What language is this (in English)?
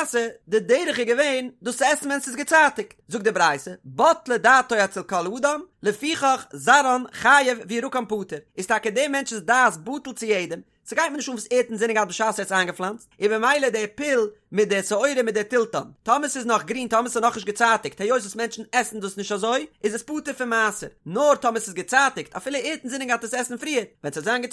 Yiddish